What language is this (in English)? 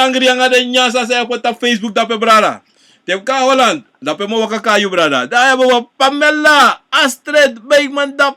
Sranan Tongo